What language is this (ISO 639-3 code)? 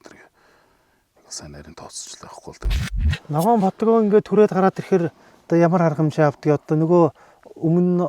mon